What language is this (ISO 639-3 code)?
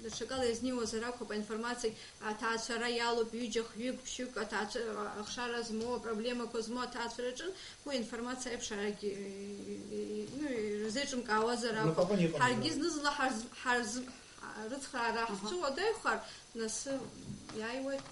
abk